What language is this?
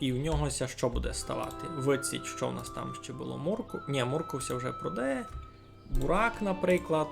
Rusyn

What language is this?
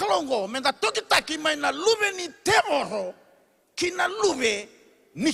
Fijian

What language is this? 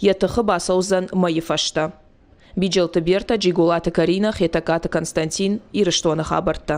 Ossetic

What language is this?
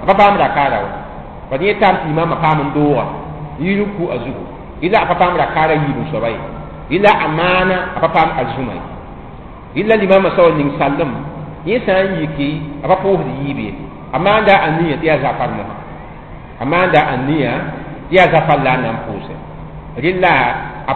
Mossi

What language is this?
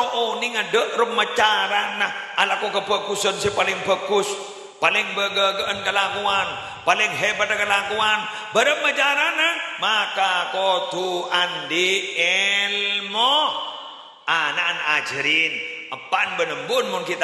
Madurese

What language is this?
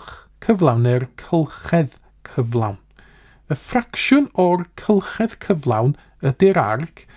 Welsh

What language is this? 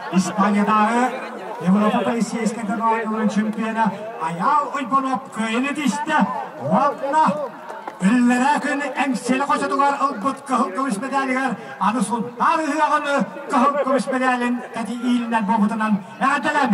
Yakut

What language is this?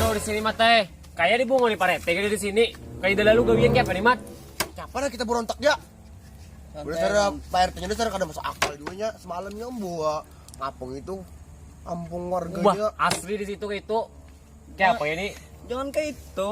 Banjar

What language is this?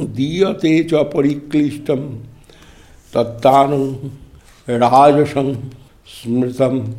Sanskrit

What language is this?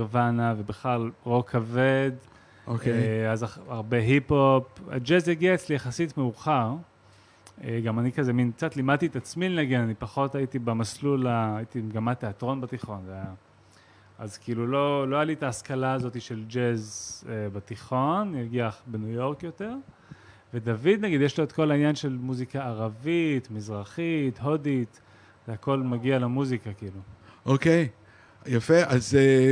Hebrew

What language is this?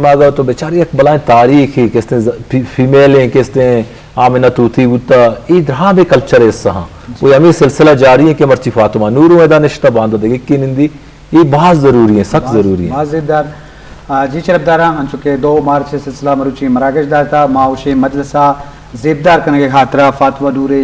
Eastern Balochi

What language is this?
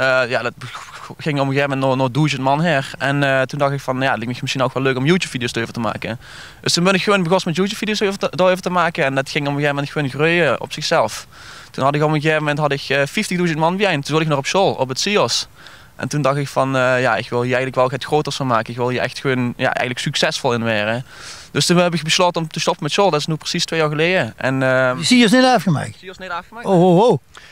Limburgish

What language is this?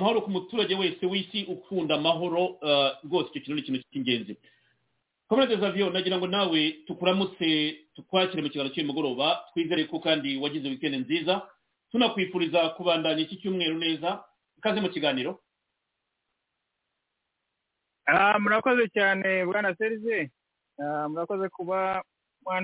Kinyarwanda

